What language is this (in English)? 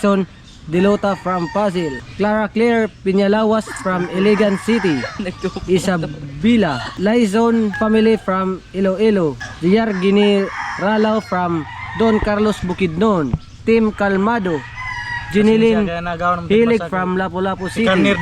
Cebuano